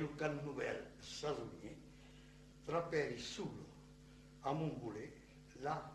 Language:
Occitan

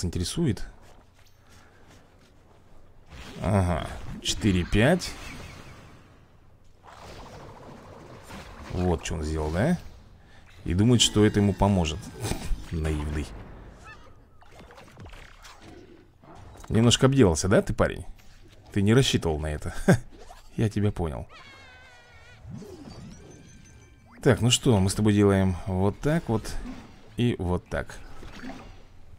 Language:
Russian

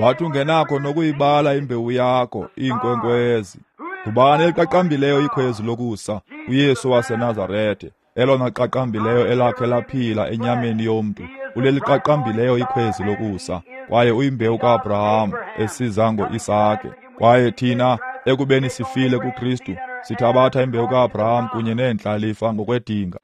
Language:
Xhosa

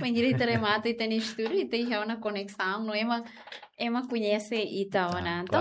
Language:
Tetum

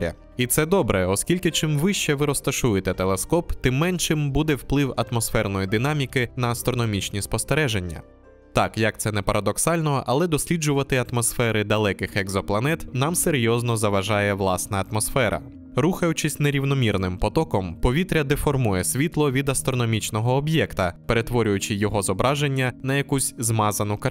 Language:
Ukrainian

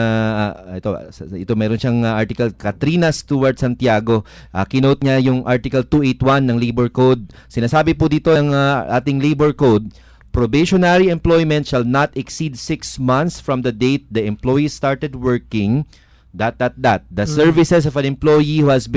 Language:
Filipino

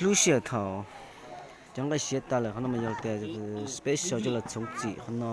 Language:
Hmong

